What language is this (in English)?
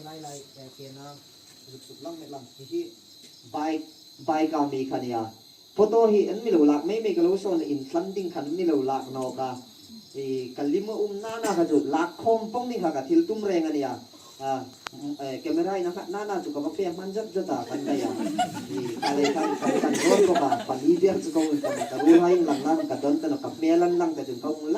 Hmar